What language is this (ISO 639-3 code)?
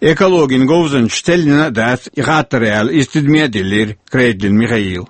che